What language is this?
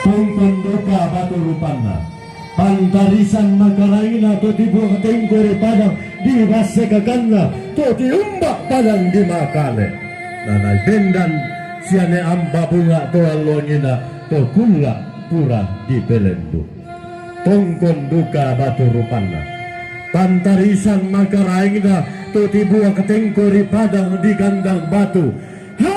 Toraja-Sa'dan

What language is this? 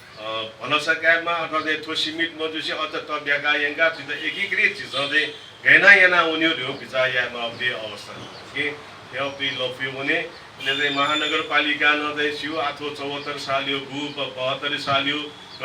Newari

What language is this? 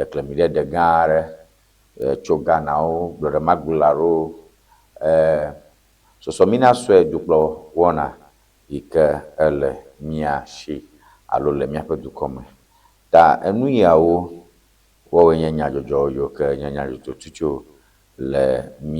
Ewe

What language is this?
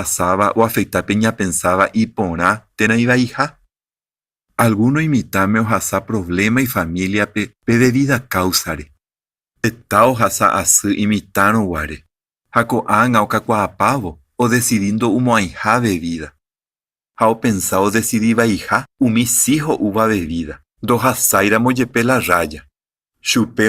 Guarani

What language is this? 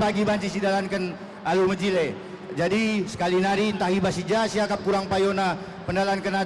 Batak Karo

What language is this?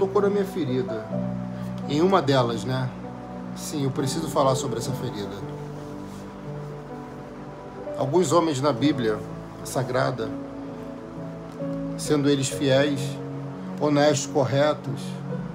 Portuguese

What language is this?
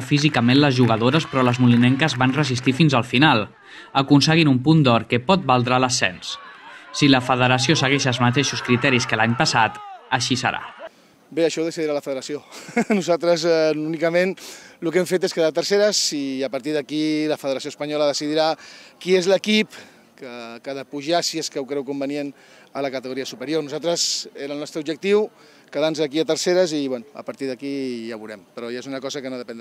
Catalan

